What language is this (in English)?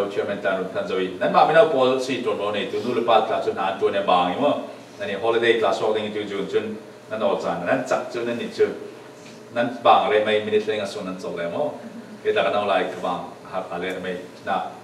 Falam Chin